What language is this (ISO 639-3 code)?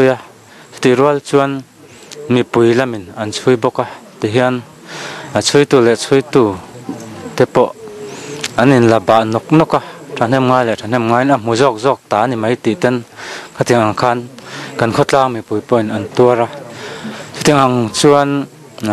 lus